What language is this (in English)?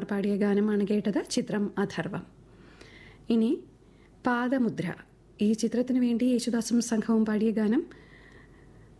Malayalam